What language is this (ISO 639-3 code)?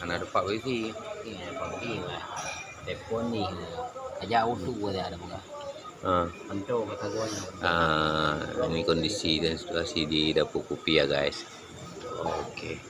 ace